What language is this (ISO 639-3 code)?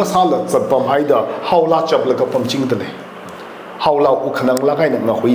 nmf